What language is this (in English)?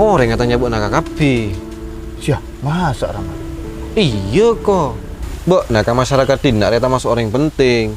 Madurese